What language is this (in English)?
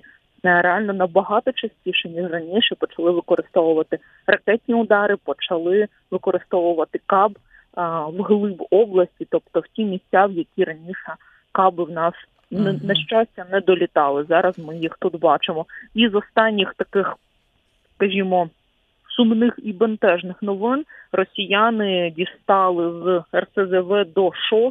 Ukrainian